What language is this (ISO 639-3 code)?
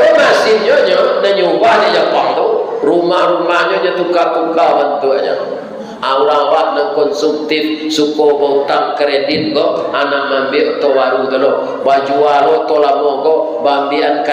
min